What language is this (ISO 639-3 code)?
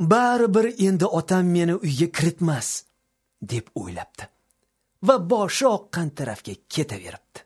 uzb